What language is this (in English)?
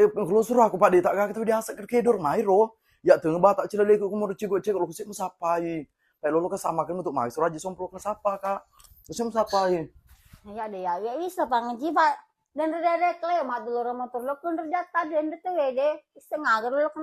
Buginese